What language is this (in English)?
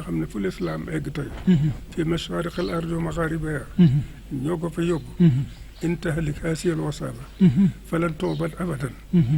Wolof